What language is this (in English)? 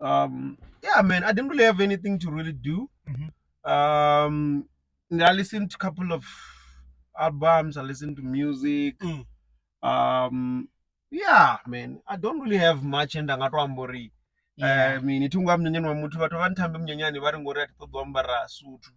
Venda